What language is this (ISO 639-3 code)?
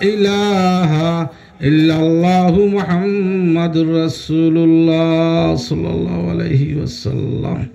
syl